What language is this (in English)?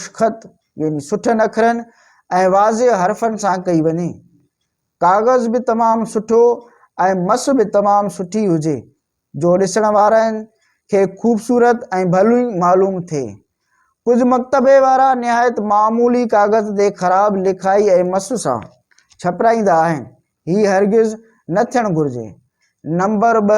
Sindhi